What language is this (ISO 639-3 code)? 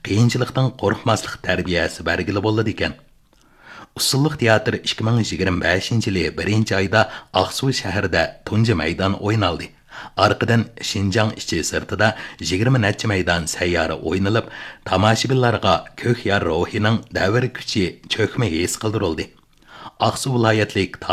uig